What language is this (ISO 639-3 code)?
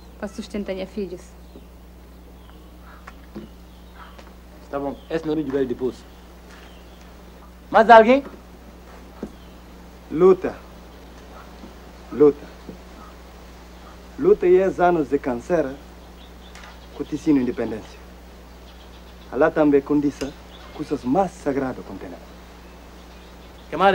por